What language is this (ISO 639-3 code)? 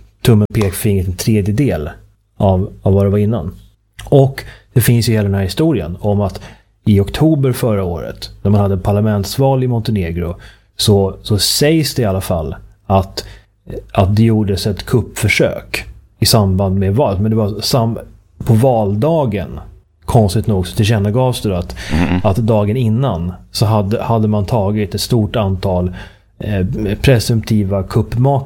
swe